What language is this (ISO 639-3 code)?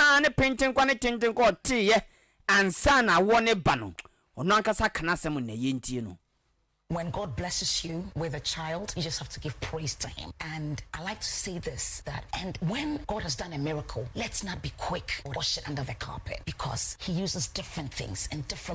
aka